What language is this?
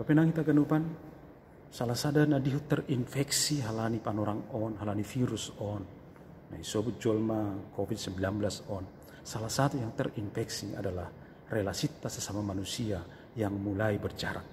Batak Simalungun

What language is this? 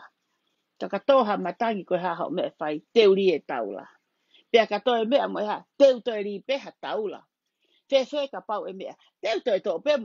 Tongan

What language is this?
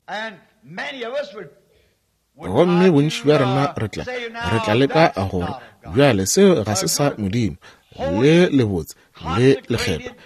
Northern Sotho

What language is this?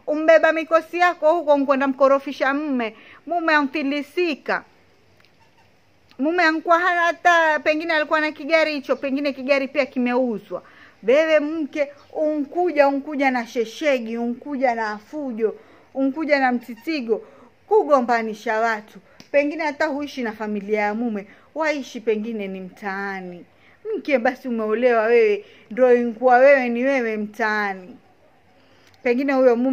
Swahili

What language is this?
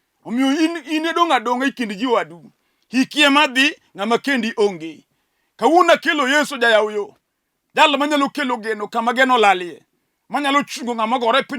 Luo (Kenya and Tanzania)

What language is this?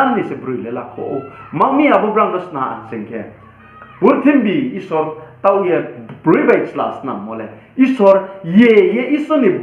Riang (India)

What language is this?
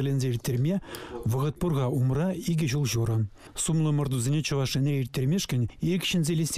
Chuvash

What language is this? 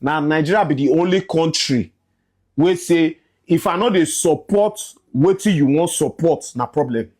Nigerian Pidgin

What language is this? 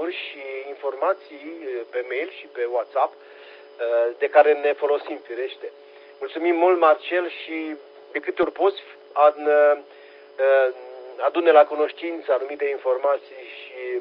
Romanian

